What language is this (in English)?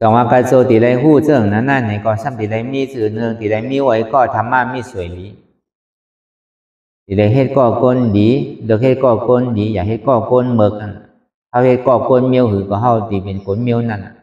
Shan